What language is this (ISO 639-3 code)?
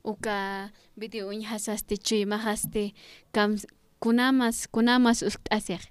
aym